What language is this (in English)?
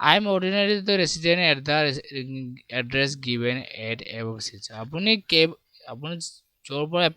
Assamese